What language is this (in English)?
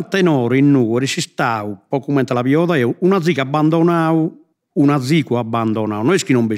Sardinian